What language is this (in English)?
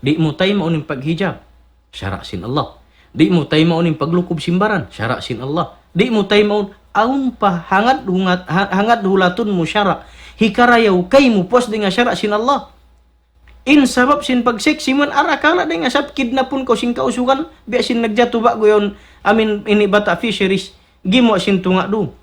Tausug